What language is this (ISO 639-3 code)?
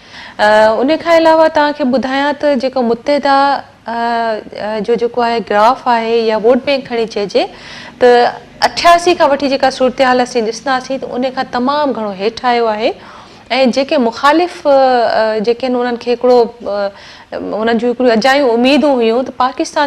snd